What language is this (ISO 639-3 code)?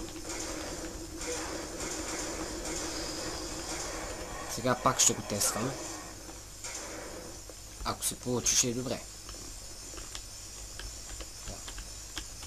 bul